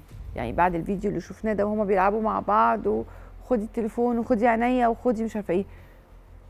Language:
Egyptian Arabic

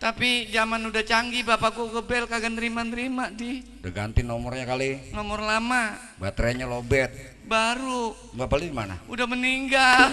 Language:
Betawi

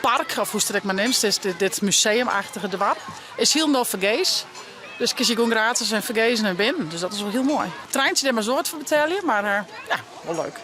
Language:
Western Frisian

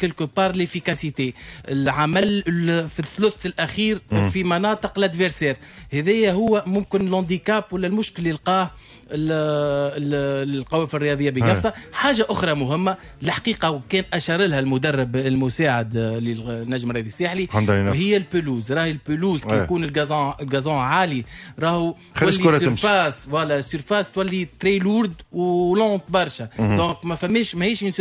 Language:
Tunisian Arabic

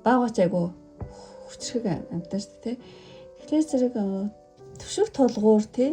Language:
Mongolian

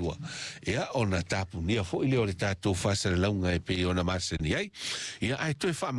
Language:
Samoan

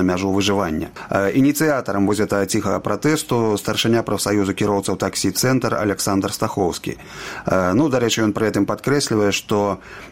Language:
Belarusian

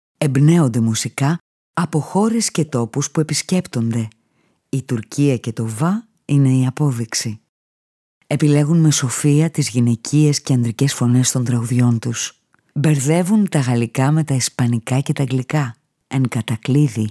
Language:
Greek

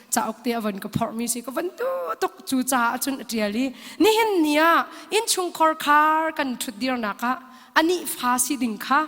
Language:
Hakha Chin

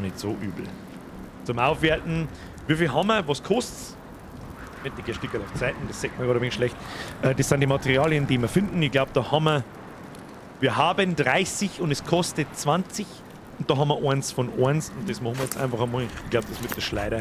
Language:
Bavarian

